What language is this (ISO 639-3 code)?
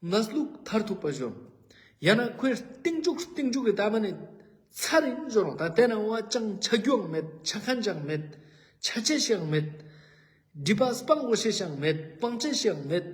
lbj